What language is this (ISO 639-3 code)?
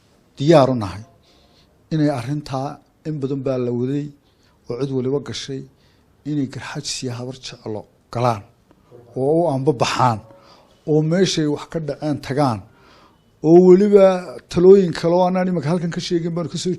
som